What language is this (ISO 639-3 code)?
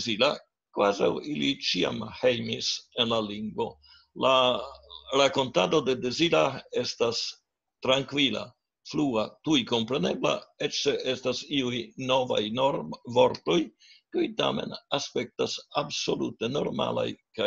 epo